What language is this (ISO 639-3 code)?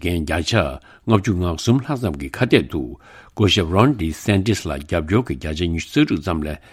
bod